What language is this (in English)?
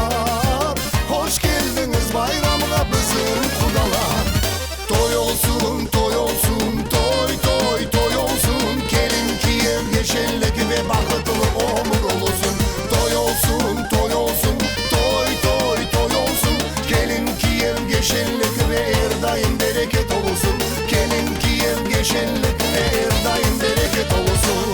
Crimean Tatar